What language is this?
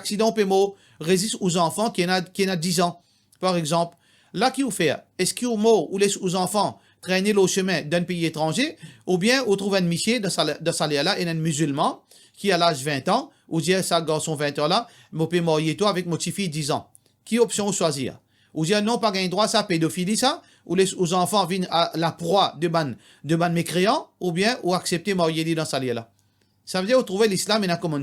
Morisyen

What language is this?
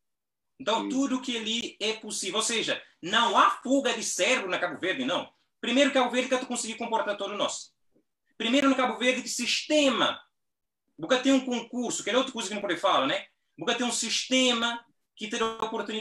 Kabuverdianu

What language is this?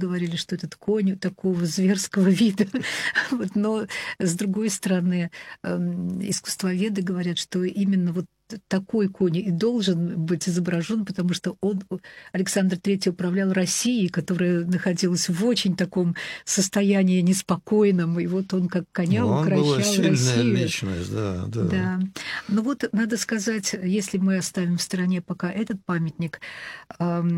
Russian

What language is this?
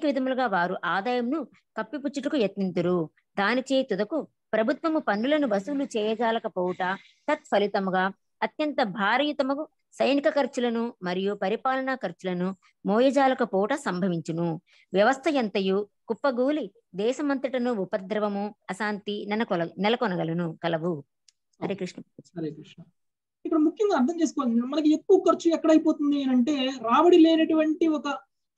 Telugu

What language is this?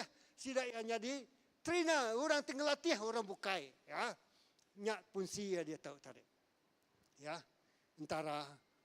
Iban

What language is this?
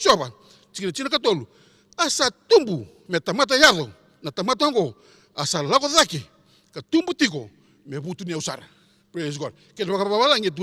Fijian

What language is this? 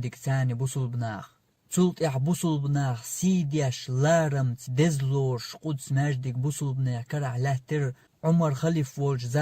Chechen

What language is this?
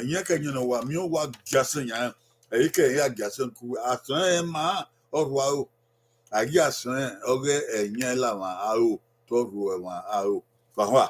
Bini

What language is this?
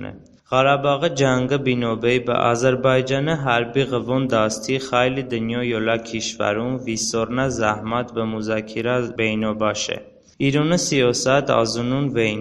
Talysh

